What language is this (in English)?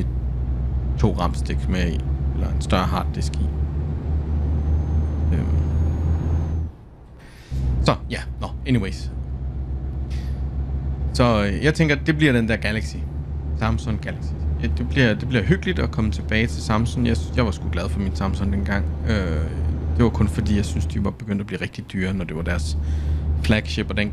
Danish